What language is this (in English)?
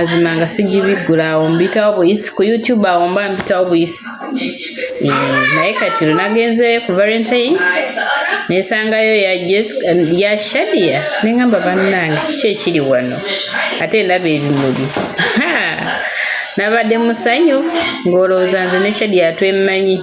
Ganda